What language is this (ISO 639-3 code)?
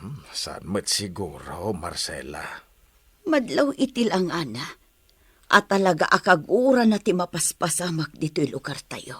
ilo